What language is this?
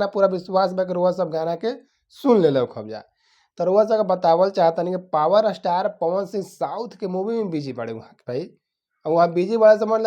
Bhojpuri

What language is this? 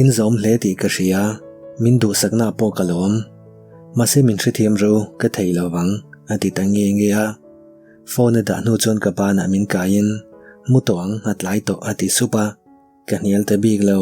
Mizo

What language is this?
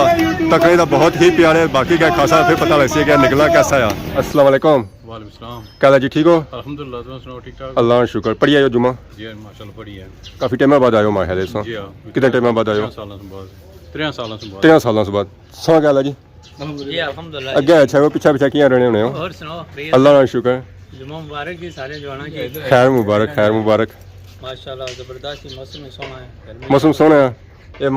Pahari-Potwari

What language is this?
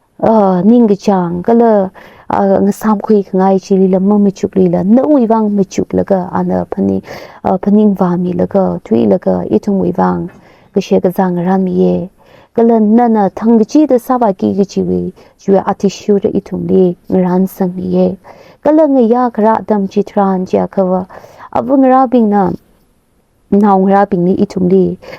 Tangkhul Naga (India)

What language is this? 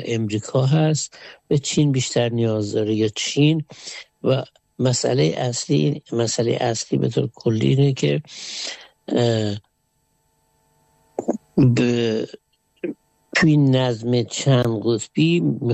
Persian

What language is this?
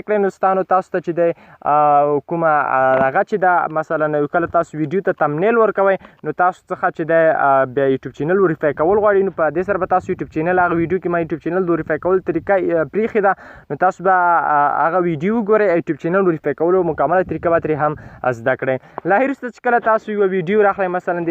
Pashto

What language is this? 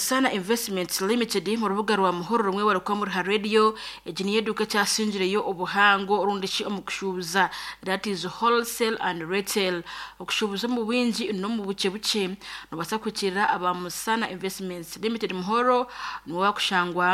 Nyankole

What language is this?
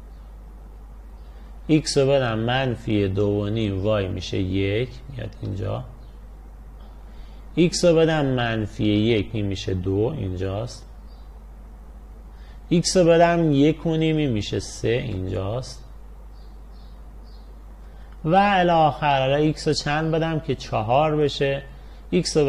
Persian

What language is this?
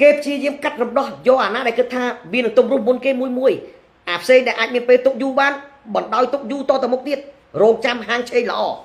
Khmer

